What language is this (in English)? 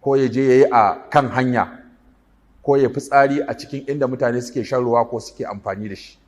Hausa